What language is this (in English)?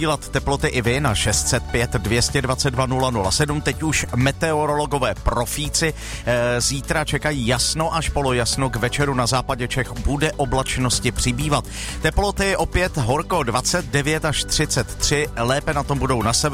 Czech